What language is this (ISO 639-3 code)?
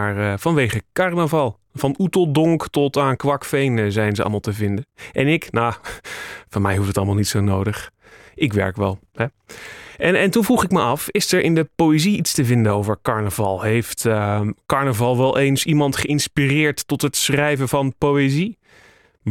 nld